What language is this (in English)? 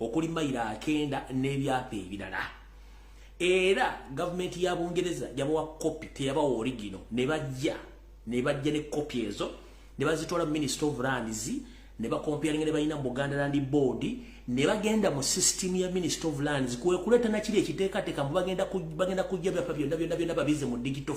Ganda